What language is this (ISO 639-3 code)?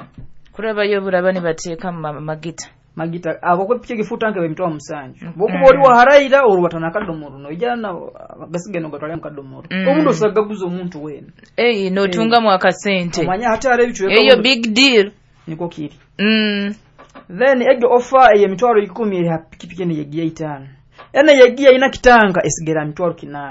nyo